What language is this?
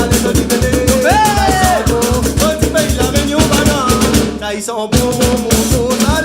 Réunion Creole French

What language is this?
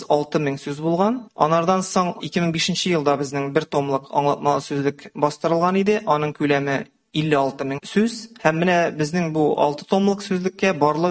Tatar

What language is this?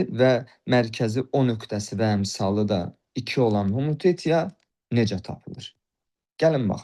Azerbaijani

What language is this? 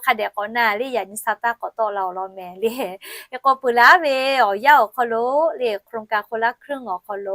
Lahu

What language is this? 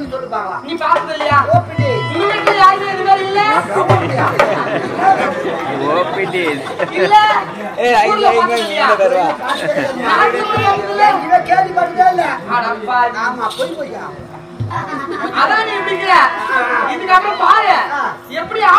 Tamil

